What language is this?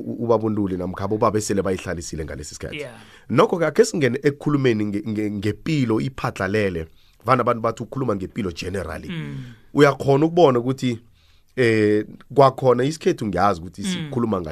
South Ndebele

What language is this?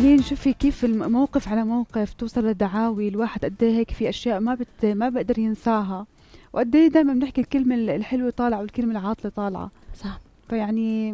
North Levantine Arabic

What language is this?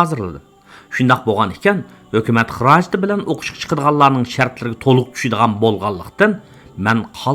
Uyghur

